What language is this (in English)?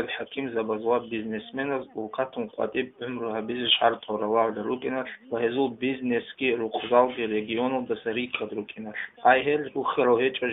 Avaric